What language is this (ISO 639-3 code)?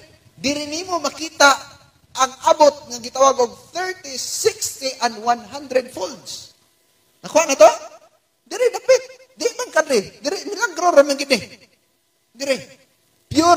ceb